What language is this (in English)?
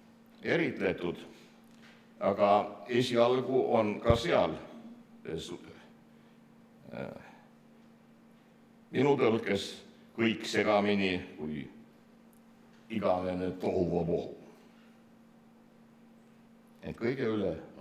Estonian